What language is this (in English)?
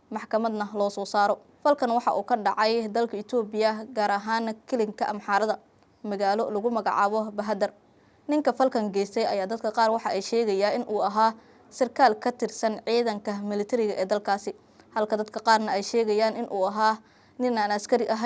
Somali